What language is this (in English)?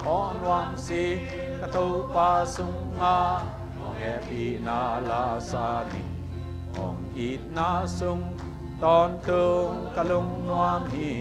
Tedim Chin